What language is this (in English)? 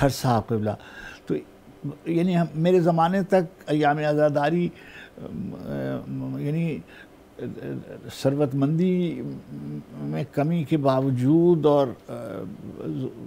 Urdu